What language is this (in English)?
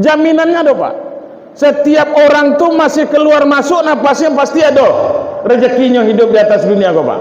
Minangkabau